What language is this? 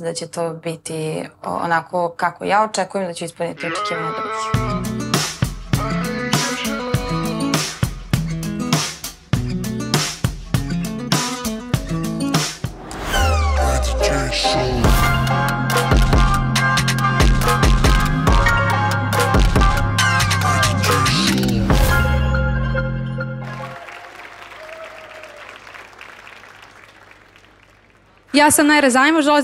Serbian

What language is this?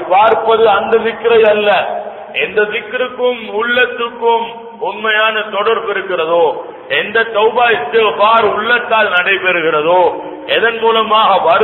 Tamil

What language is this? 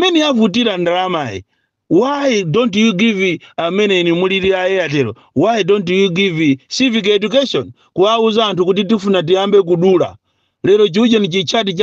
Nyanja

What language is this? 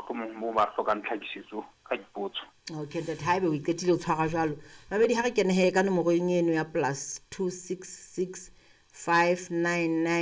Southern Sotho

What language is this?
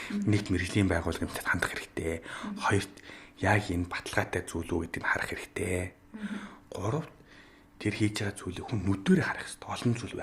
Mongolian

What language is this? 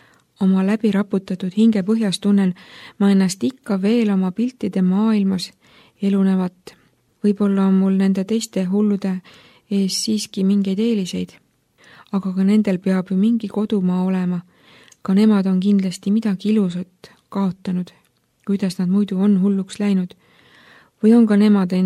Estonian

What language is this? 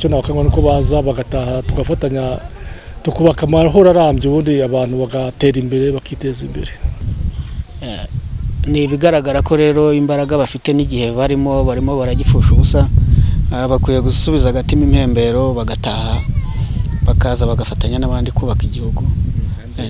Kinyarwanda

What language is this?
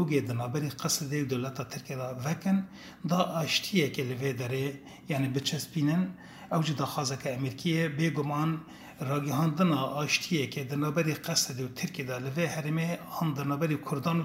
Kurdish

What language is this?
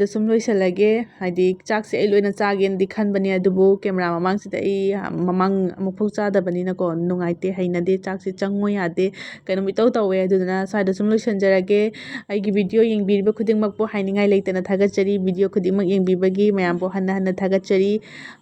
Manipuri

